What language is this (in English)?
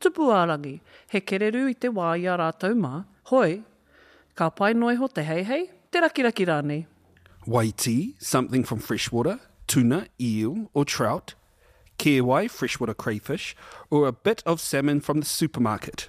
Māori